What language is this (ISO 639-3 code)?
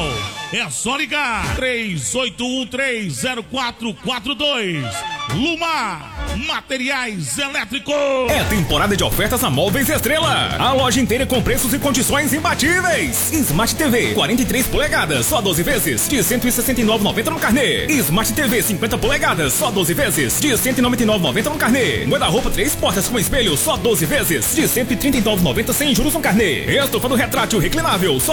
por